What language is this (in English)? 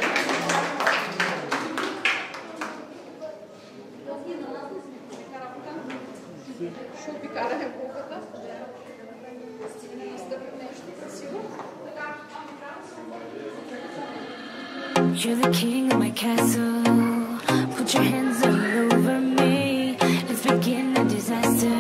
Bulgarian